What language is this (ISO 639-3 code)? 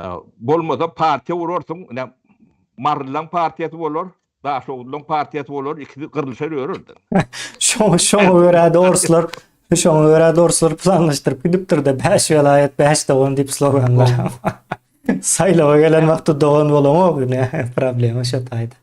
tuk